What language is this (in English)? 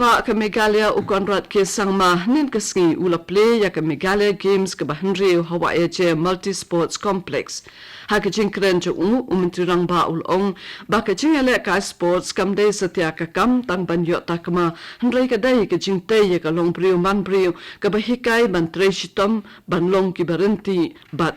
Khasi